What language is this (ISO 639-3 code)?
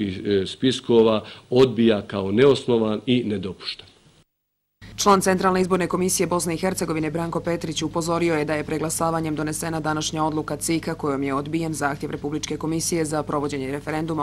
bos